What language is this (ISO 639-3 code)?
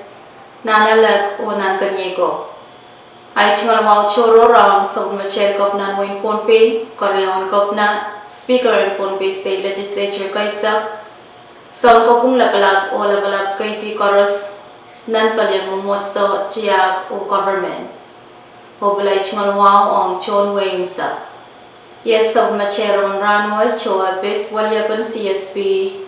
pon